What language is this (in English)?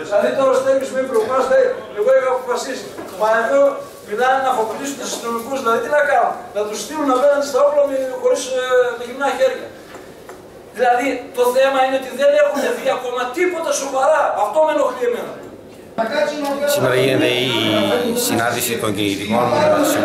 Greek